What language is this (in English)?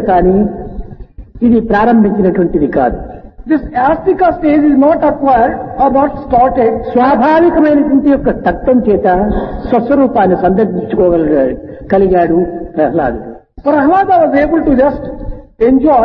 Telugu